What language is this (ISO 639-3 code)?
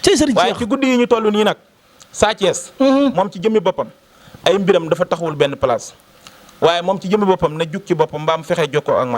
wol